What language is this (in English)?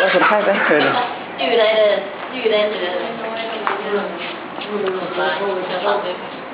Lao